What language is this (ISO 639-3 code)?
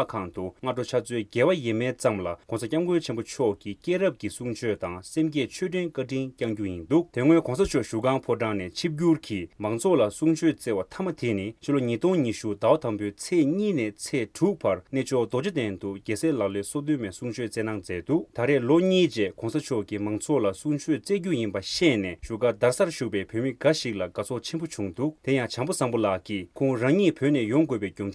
bod